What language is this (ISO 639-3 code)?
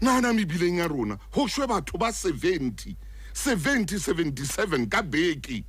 sot